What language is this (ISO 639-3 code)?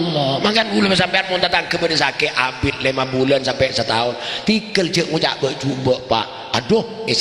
mad